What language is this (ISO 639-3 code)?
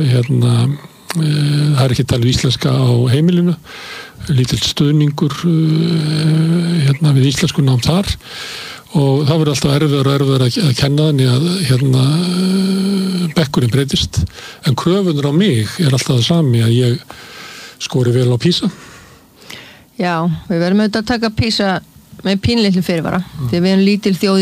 isl